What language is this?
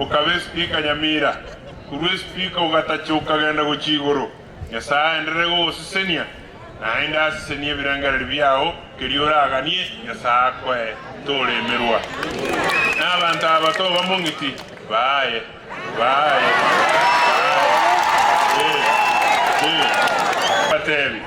Gusii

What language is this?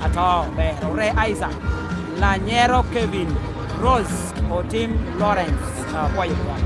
Lango (Uganda)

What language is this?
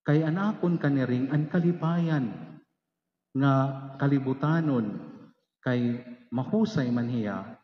Waray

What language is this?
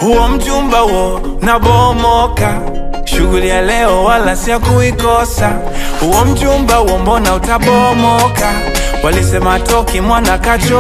Swahili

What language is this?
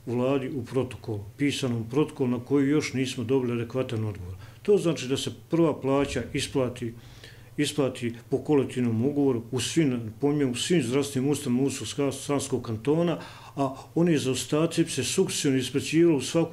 Croatian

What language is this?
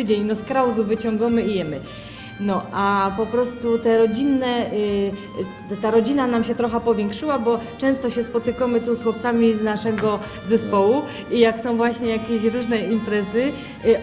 Silesian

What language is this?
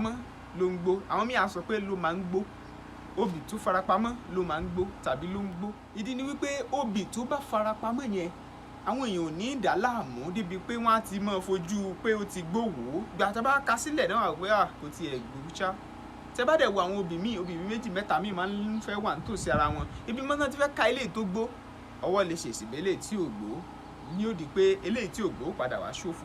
Yoruba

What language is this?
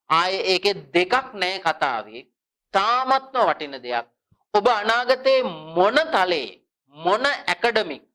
Sinhala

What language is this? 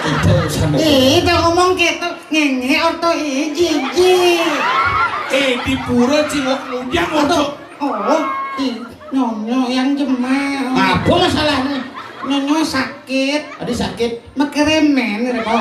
Balinese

